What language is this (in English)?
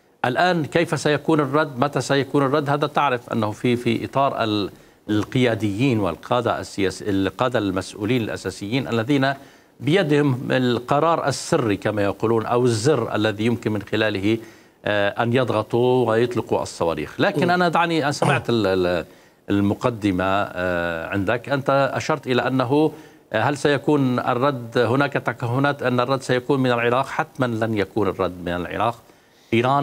Mesopotamian Arabic